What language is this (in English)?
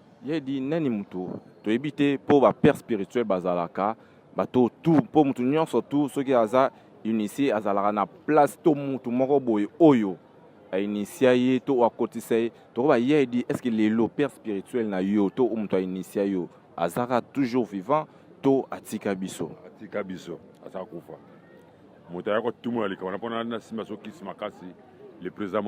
Lingala